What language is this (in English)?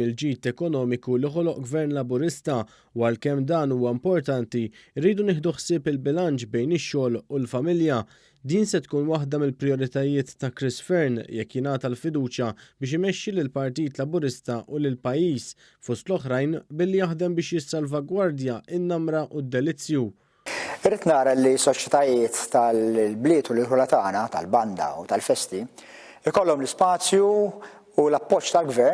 Maltese